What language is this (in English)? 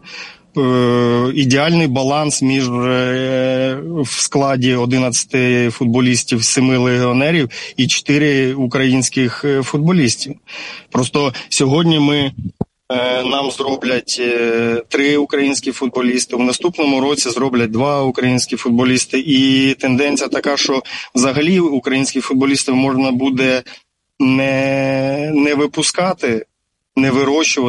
Ukrainian